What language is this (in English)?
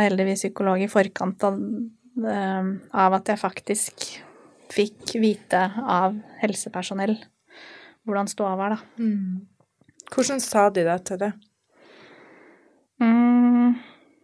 Norwegian